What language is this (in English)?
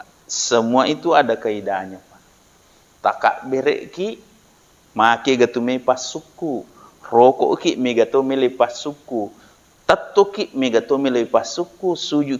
Buginese